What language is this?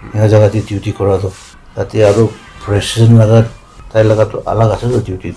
Naga Pidgin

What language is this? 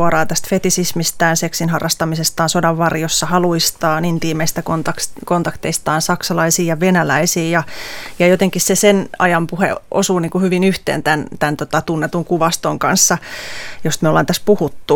Finnish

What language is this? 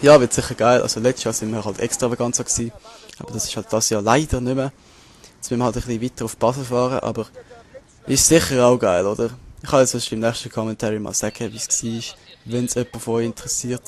Swiss German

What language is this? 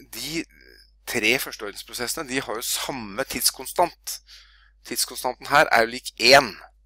Norwegian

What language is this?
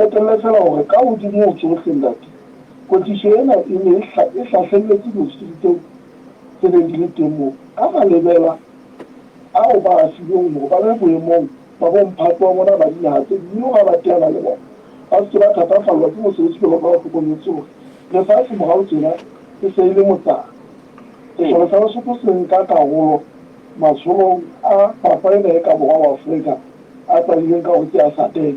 Southern Sotho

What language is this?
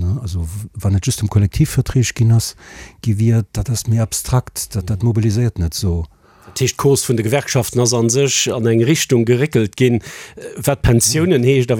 Luxembourgish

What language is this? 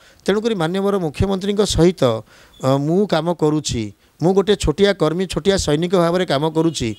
Odia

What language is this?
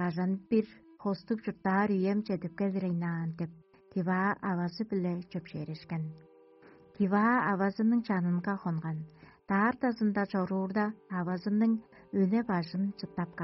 Tuvinian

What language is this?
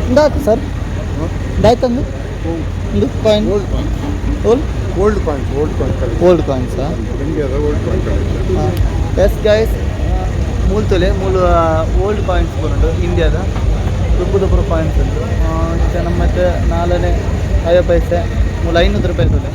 Tulu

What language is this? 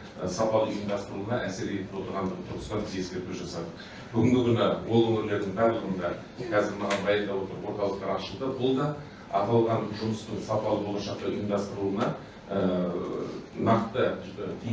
Kazakh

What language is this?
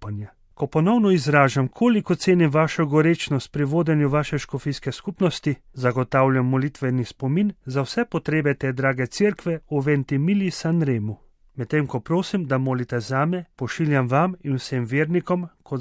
Slovenian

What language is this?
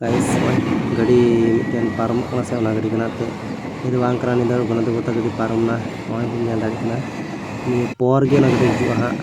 Santali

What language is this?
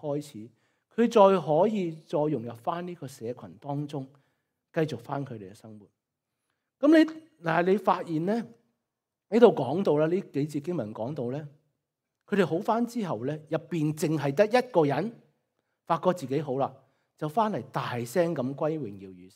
Cantonese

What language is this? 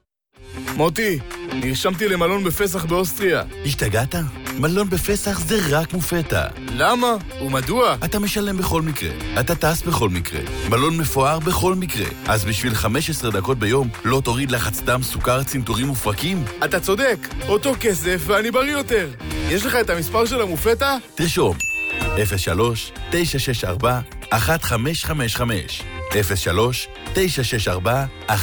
Hebrew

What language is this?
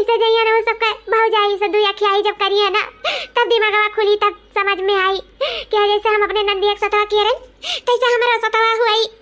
Awadhi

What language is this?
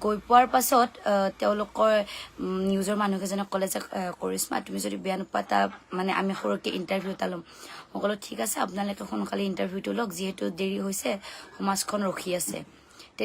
Assamese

